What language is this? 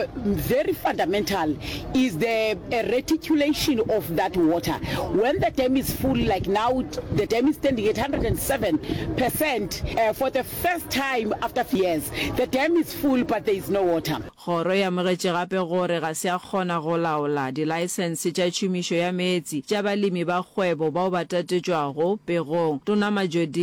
Northern Sotho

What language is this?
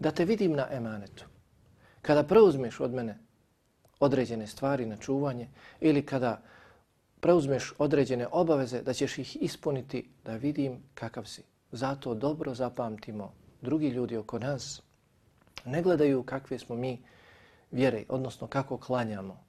Bosnian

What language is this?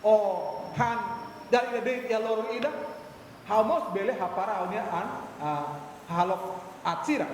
Tetum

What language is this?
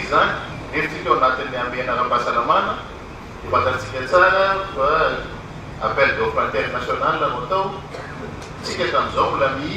Malagasy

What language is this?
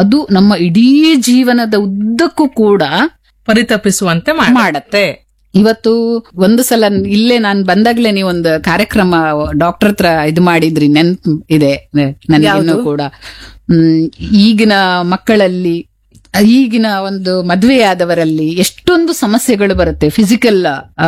Kannada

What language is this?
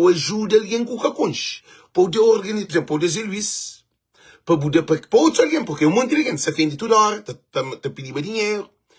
Kabuverdianu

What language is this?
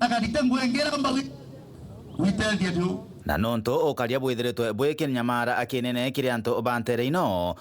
Meru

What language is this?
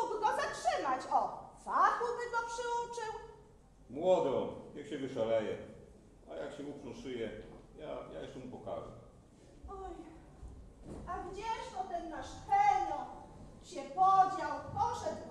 Polish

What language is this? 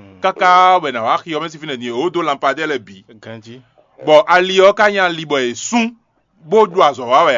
Fon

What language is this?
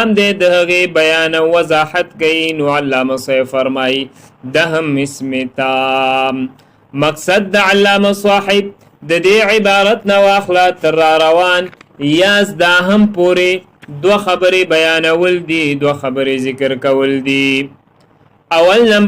Pashto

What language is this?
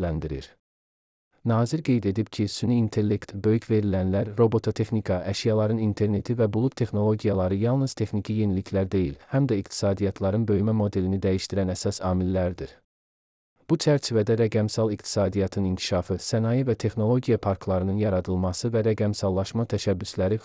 Azerbaijani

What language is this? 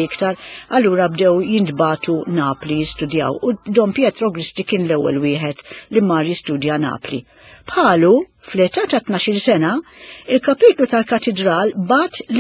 Maltese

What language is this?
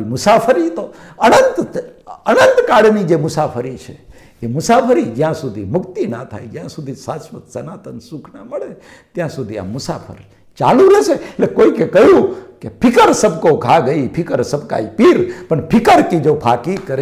Gujarati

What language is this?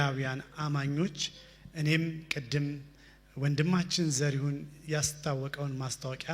Amharic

